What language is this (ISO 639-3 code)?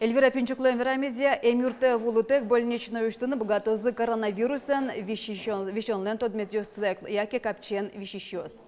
udm